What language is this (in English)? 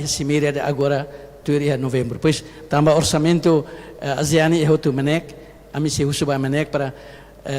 Tetum